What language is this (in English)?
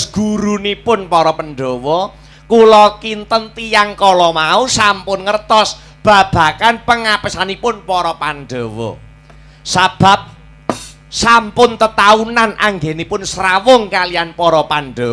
Javanese